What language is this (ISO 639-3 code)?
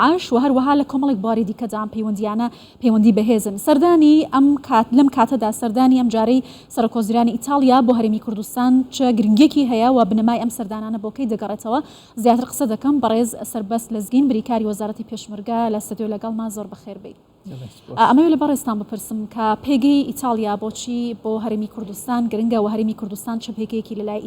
ckb